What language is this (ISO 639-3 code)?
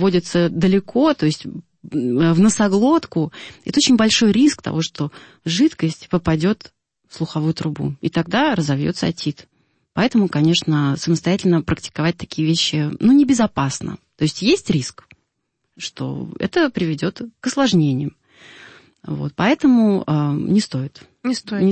rus